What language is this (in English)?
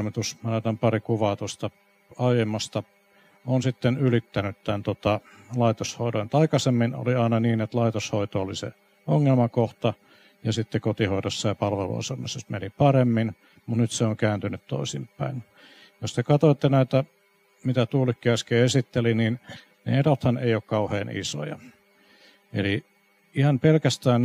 Finnish